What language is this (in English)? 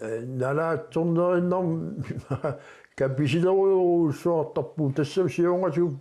Kalaallisut